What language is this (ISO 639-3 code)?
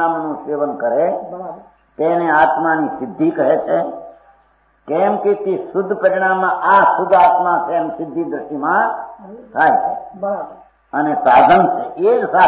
guj